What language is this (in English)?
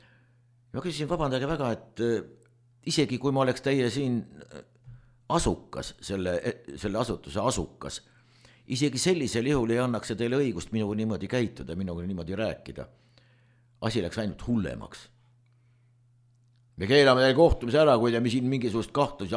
Estonian